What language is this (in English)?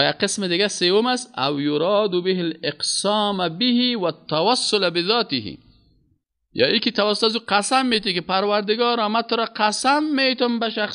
Persian